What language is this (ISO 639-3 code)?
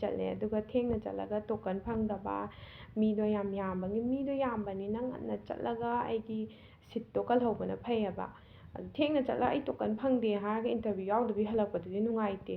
mni